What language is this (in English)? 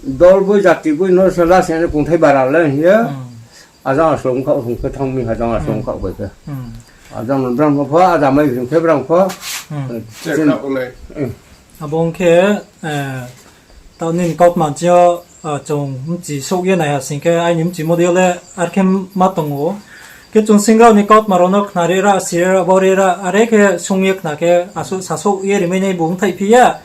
Riang (India)